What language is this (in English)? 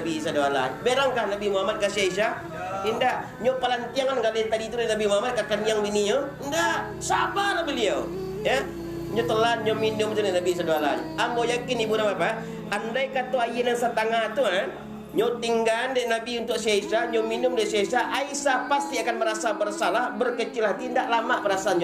Minangkabau